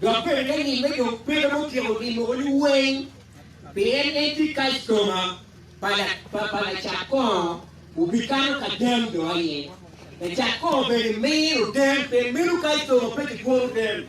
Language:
Acoli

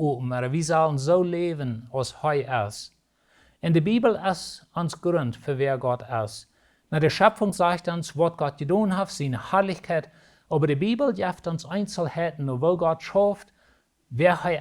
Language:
Plautdietsch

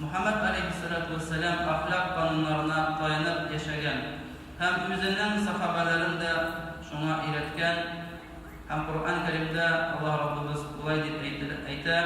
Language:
Tatar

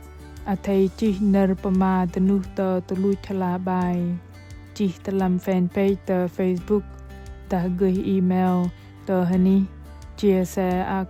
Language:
Bahnar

